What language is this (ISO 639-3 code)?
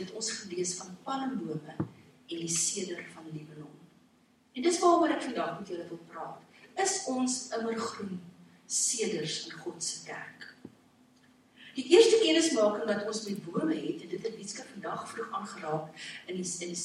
afr